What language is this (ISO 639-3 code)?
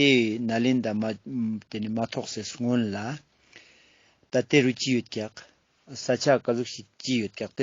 lbj